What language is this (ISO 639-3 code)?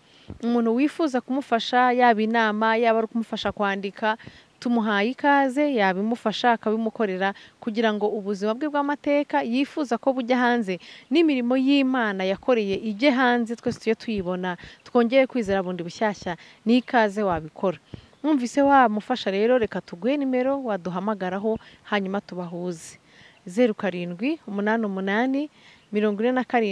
kin